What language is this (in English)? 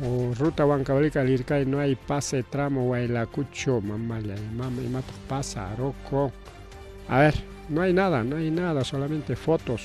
Ayacucho Quechua